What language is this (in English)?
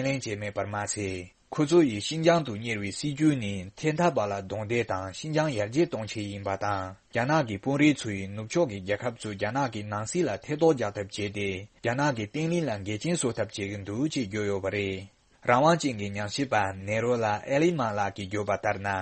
Tibetan